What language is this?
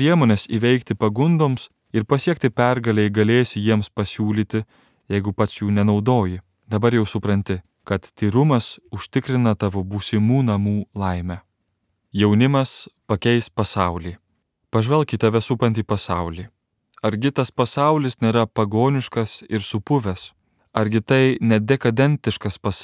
Lithuanian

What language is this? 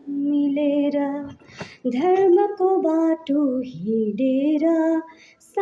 Nepali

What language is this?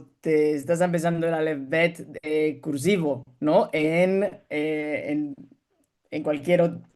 Ladino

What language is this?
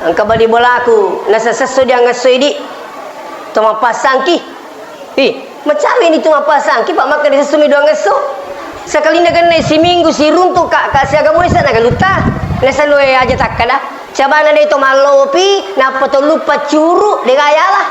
Buginese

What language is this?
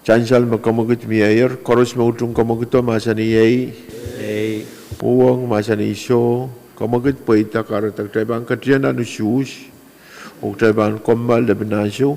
Pohnpeian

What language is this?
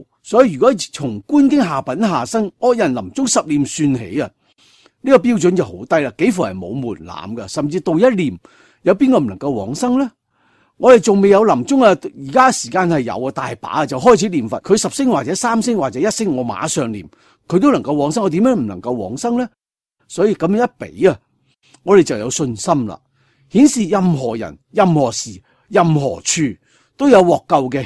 Cantonese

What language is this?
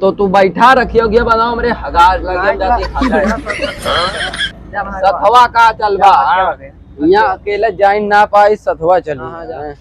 Awadhi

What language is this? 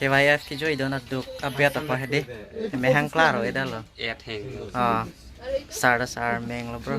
Karbi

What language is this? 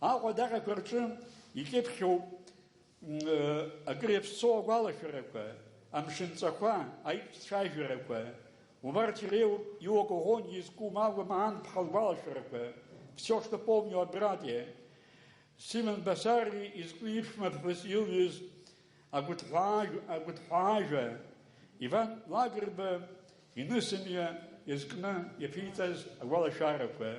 Abkhazian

